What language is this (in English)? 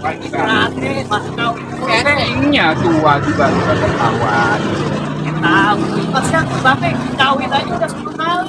Betawi